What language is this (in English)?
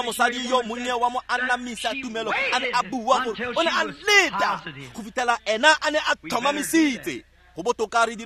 Tswana